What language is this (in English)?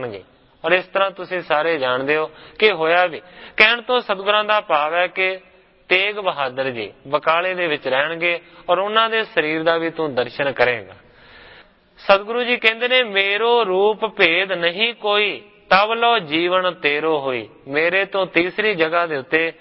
Punjabi